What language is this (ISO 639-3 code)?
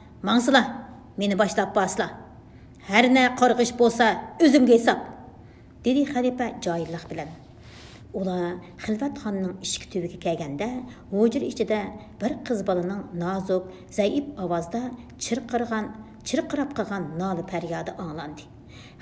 uig